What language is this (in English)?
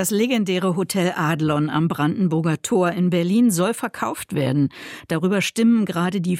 German